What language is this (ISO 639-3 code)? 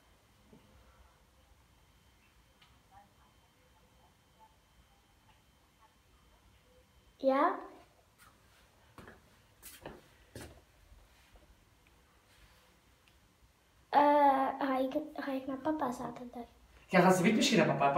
nld